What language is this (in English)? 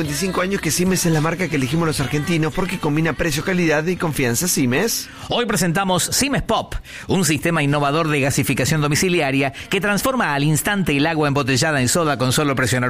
Spanish